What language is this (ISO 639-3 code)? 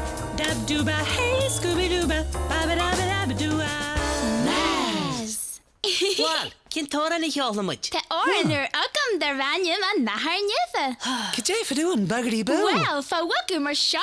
gle